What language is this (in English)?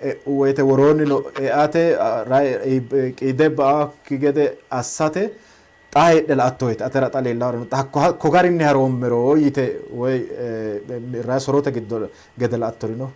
Sidamo